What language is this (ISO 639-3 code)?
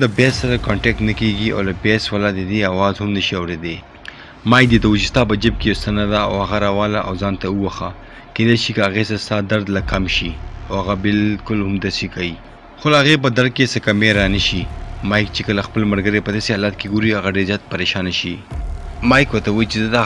pus